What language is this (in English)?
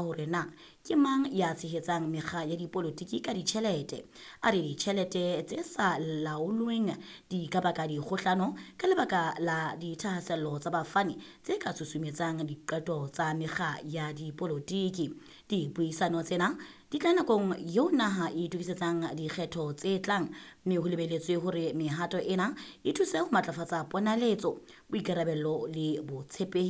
Southern Sotho